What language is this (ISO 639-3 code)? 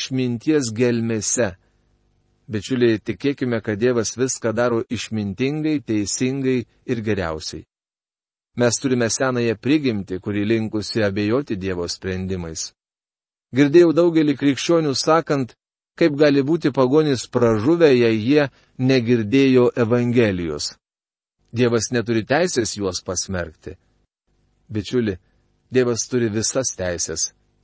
lit